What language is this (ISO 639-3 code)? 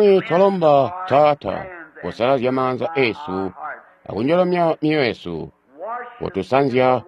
toi